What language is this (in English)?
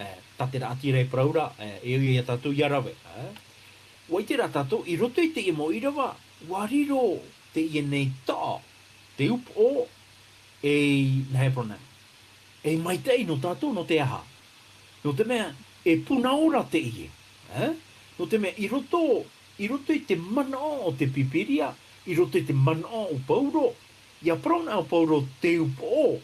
Tahitian